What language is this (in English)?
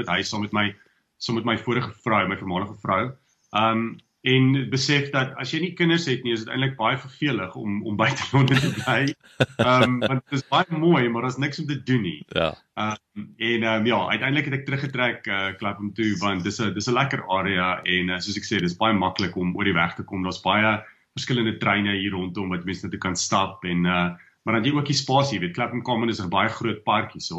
Afrikaans